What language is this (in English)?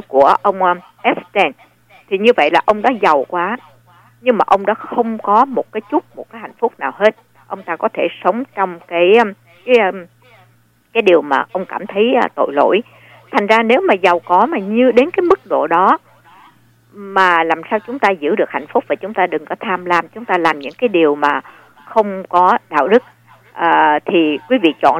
Vietnamese